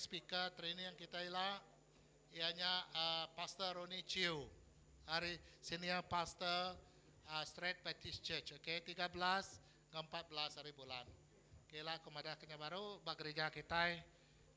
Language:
Iban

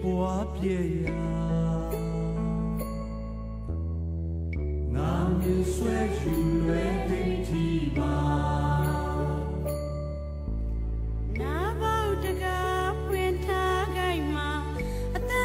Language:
Burmese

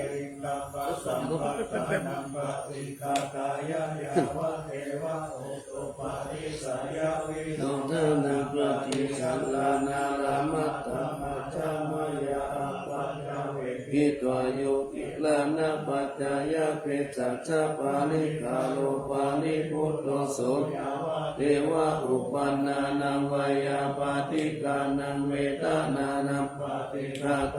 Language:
Pali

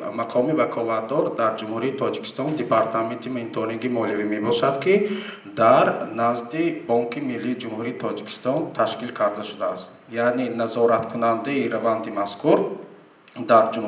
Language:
Tajik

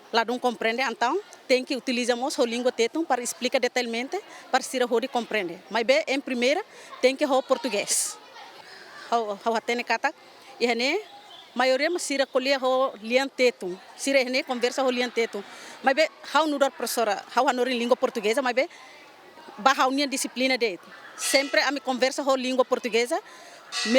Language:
Tetum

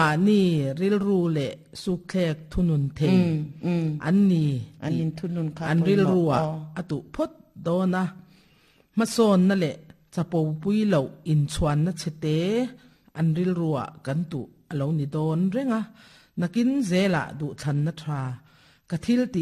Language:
Mizo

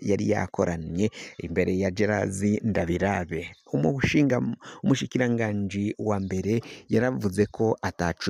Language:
Rundi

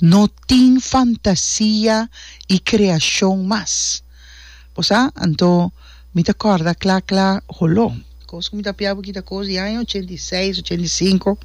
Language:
Papiamento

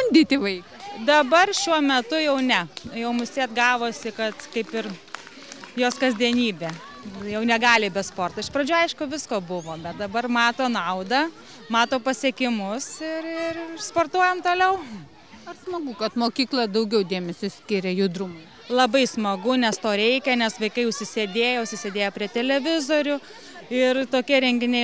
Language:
Lithuanian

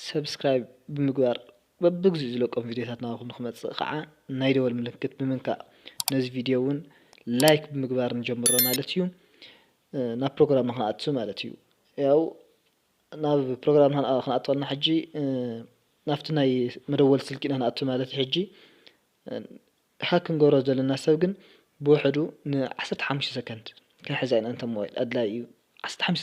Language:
Tigrinya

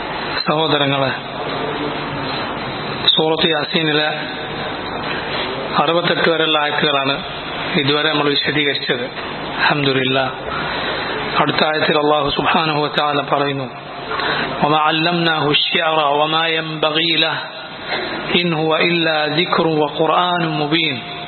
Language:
Malayalam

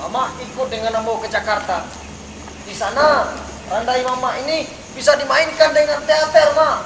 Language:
Minangkabau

